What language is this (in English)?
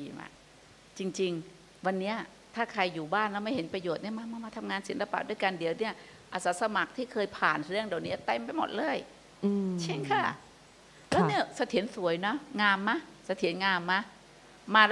Thai